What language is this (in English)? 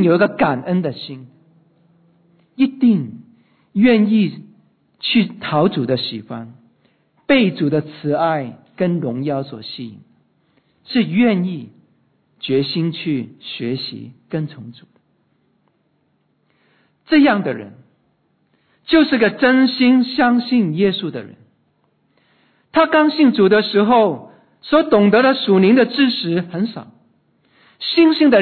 Chinese